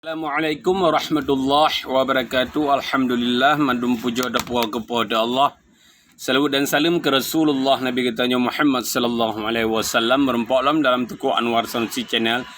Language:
Achinese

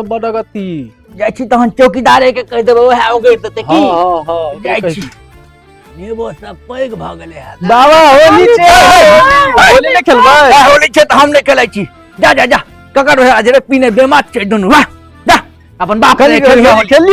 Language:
Maithili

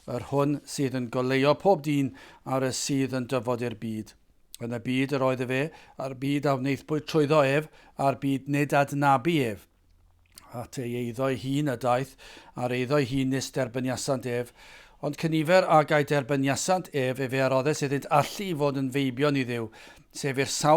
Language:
Welsh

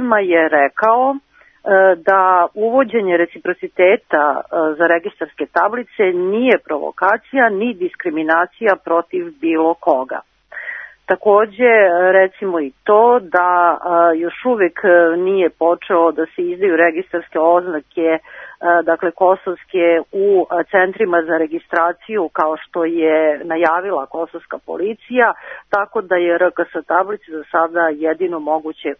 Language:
Serbian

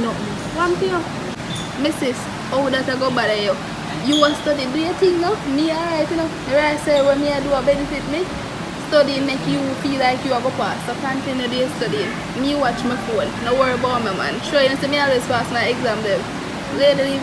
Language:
Jamaican Creole English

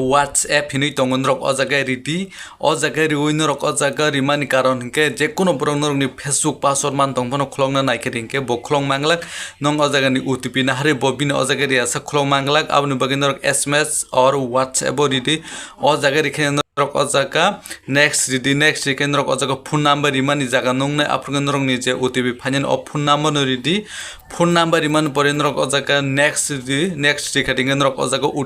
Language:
Kok Borok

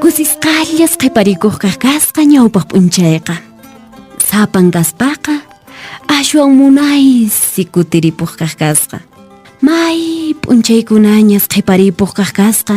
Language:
Quechua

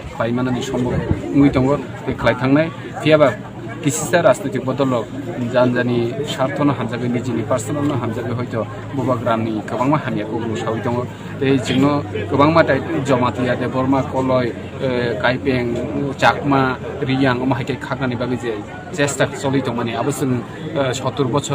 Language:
Kok Borok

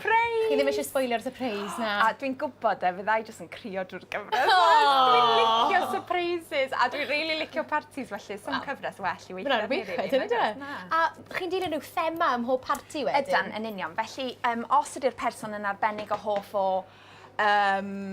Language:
Welsh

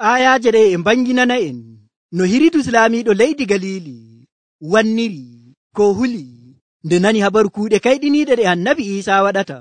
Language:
Nigerian Fulfulde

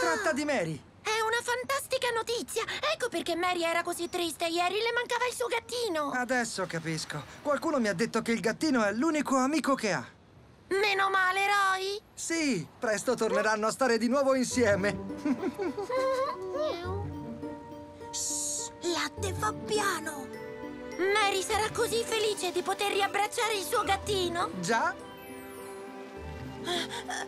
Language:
Italian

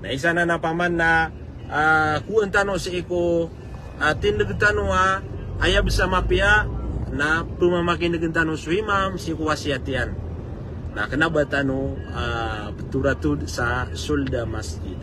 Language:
Maranao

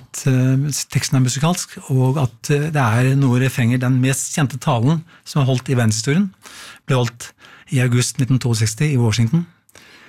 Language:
Norwegian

